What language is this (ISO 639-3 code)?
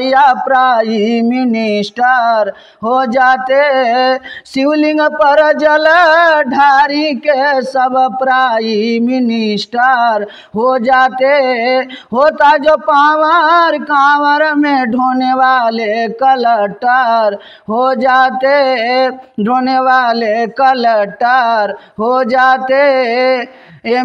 bho